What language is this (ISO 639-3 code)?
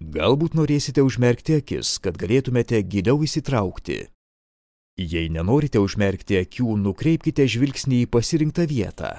lit